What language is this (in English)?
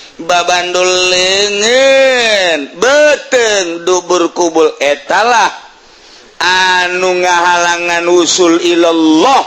Sundanese